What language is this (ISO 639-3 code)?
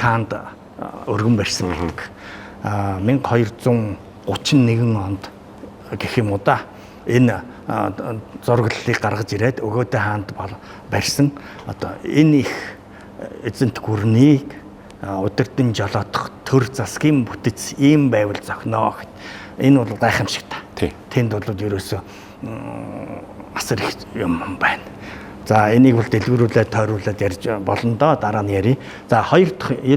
mon